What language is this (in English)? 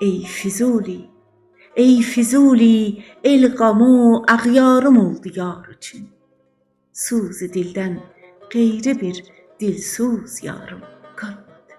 South Azerbaijani